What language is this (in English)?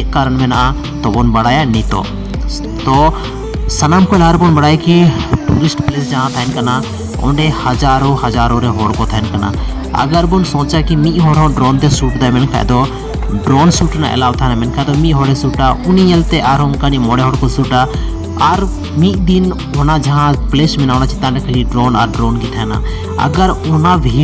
Santali